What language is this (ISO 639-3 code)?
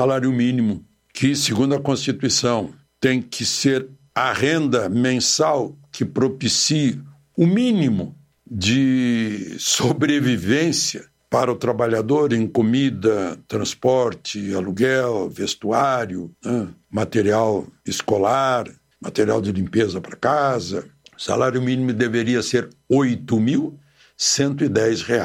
por